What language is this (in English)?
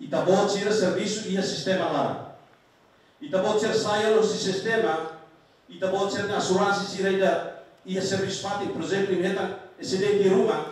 Tetum